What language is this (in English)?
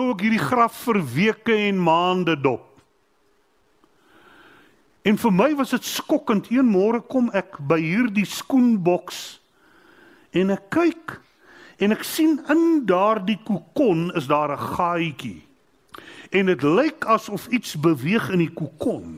Afrikaans